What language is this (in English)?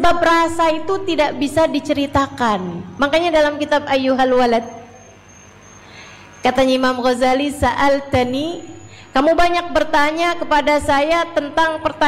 Indonesian